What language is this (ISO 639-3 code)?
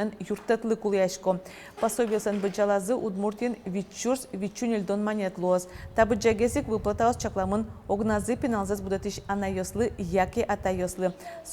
udm